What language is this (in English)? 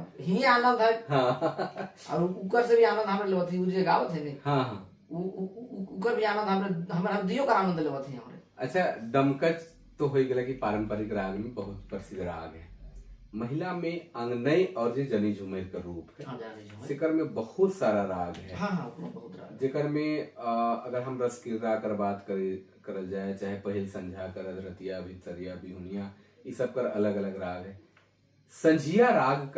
Sadri